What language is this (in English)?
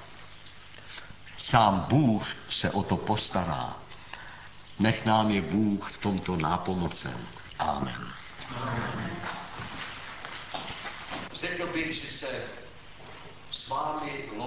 Czech